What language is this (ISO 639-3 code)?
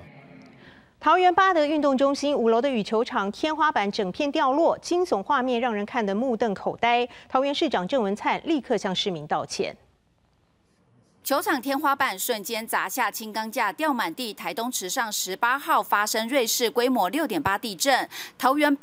zho